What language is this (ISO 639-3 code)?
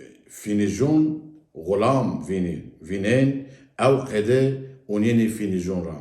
zza